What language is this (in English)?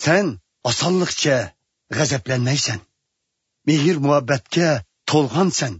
Uyghur